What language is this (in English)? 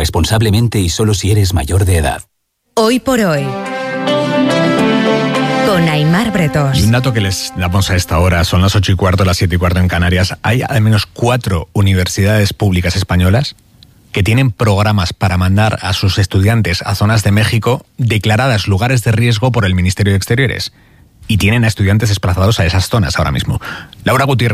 Spanish